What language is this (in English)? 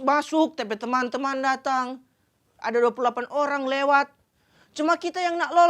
Manado Malay